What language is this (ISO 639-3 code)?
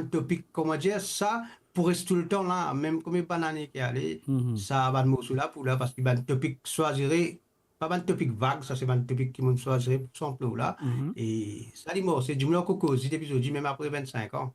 mfe